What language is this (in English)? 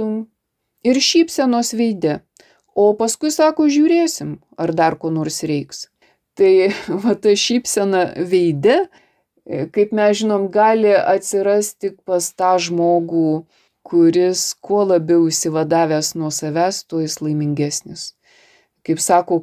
Lithuanian